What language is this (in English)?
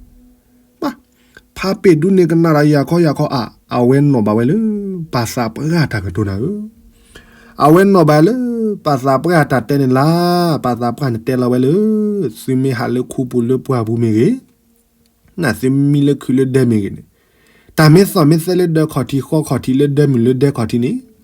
S'gaw Karen